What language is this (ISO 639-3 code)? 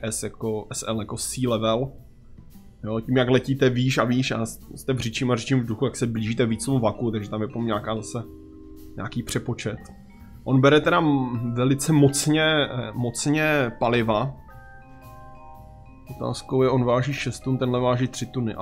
ces